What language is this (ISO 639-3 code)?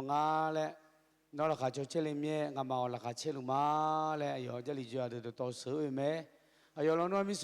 ahk